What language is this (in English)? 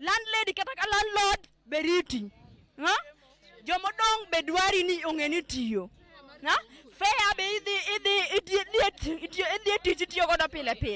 Luo (Kenya and Tanzania)